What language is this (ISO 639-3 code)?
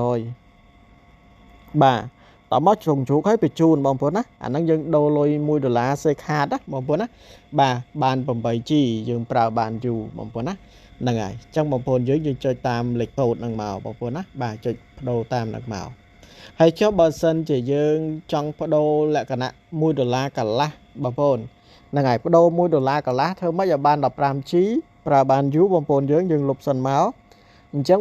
khm